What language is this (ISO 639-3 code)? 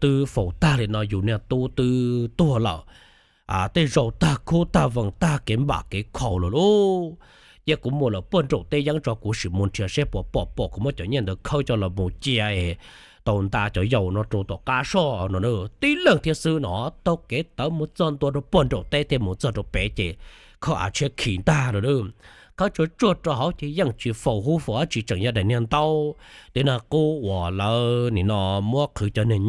hmn